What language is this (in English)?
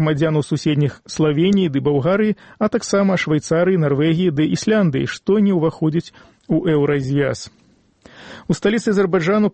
Belarusian